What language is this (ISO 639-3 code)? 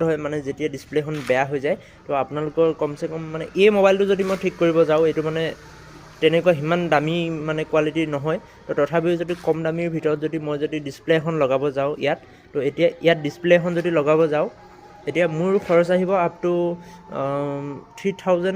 asm